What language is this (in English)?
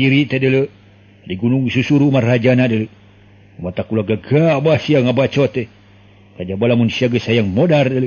Sundanese